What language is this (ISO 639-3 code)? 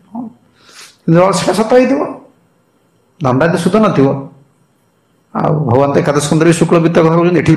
ori